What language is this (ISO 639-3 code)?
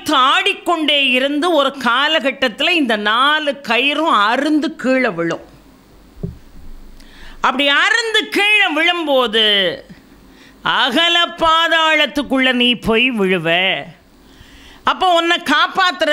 tam